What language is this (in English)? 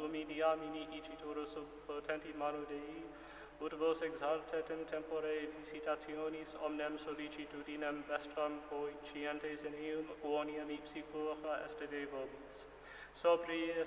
Latin